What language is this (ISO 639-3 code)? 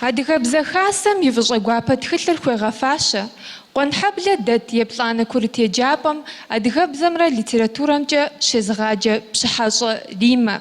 kbd